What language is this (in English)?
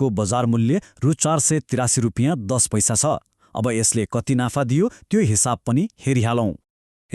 Nepali